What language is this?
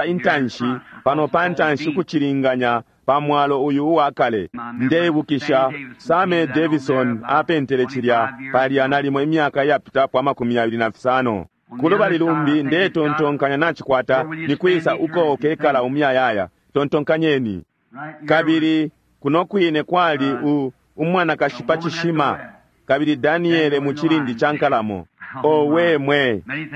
Bemba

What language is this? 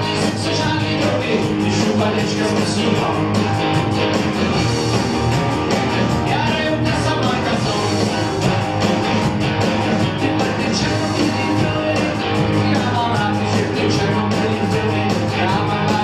Czech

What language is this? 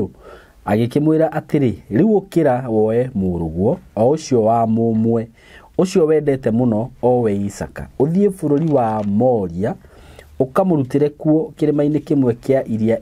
Kikuyu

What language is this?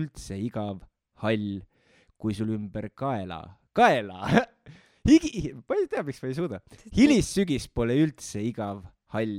Estonian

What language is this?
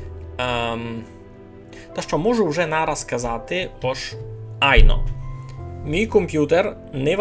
Rusyn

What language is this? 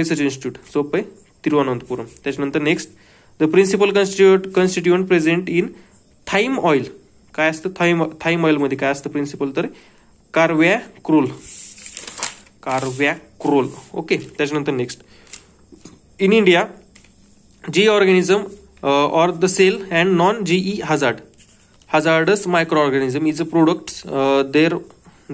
Marathi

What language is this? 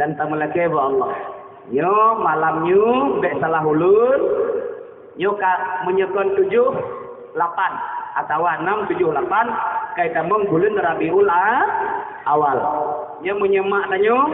Achinese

